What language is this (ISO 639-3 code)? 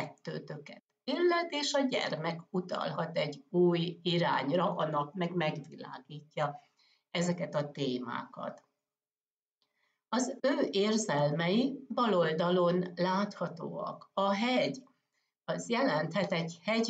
hun